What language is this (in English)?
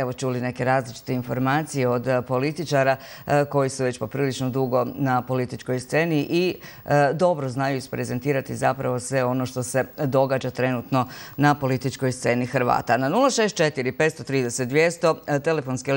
Croatian